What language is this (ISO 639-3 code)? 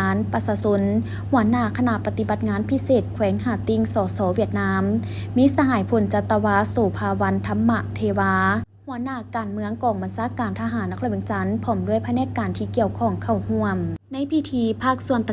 lao